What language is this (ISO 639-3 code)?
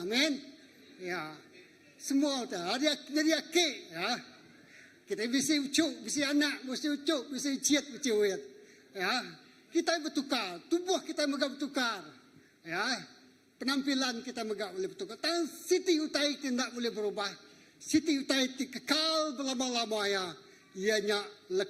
iba